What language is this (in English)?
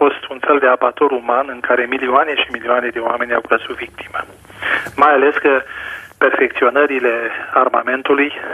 Romanian